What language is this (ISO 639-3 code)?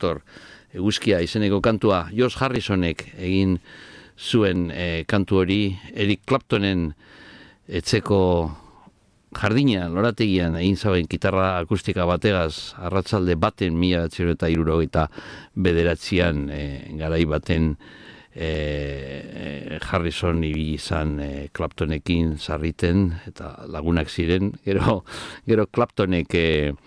eus